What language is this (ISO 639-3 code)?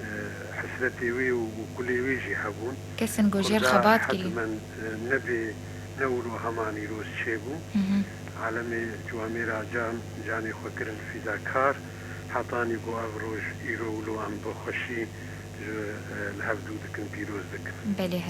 kur